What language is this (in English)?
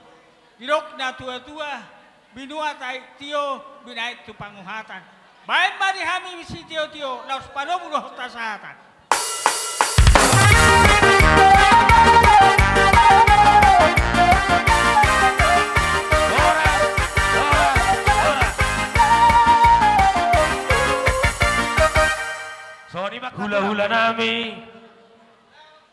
Batak Toba